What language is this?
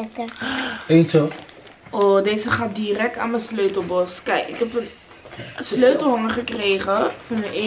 Dutch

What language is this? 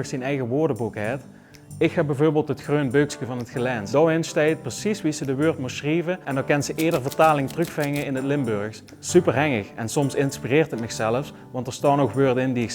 Limburgish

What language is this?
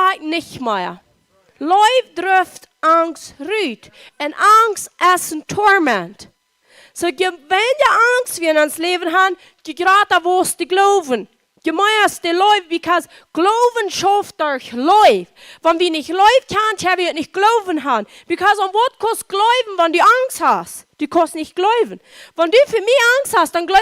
Plautdietsch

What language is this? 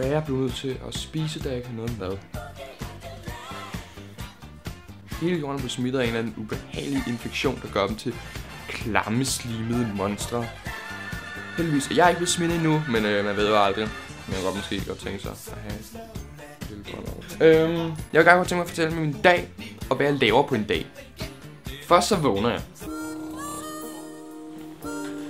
Danish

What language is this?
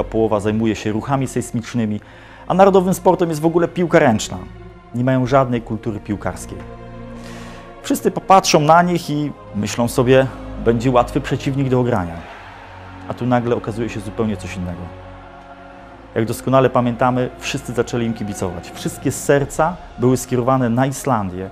Polish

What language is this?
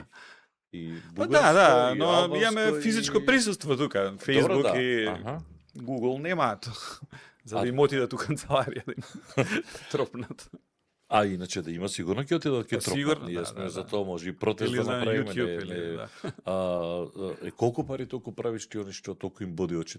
Macedonian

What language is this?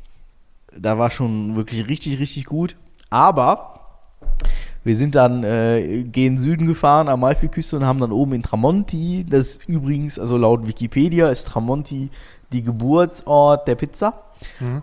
German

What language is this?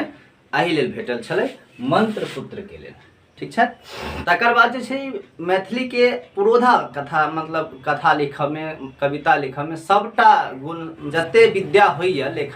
Maithili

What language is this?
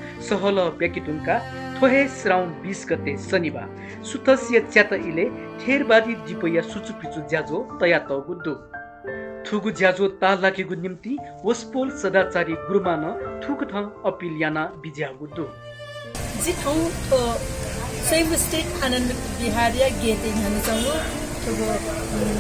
Newari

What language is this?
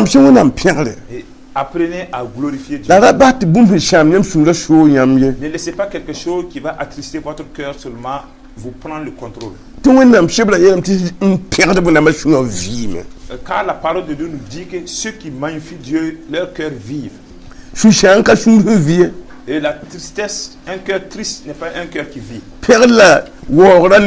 Mossi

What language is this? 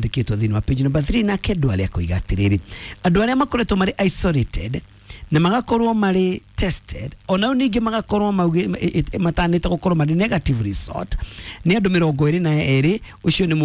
Kikuyu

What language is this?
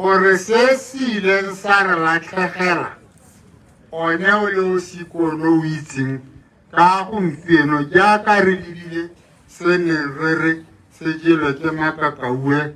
Tswana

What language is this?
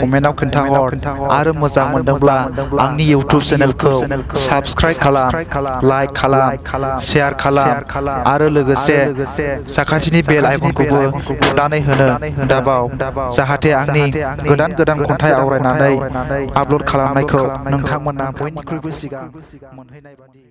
Bodo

